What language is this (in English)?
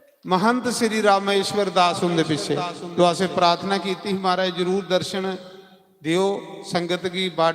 Dogri